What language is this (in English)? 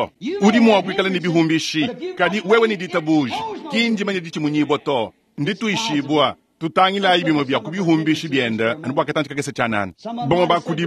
Luba-Lulua